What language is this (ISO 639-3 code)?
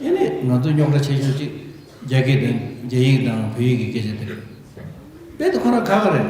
bod